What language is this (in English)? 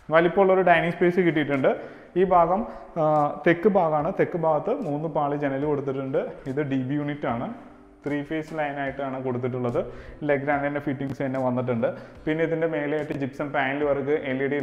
Malayalam